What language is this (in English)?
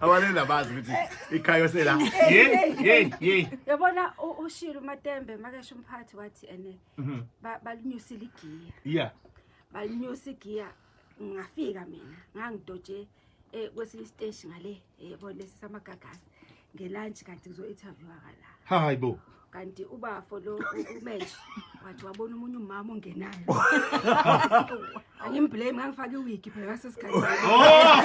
Zulu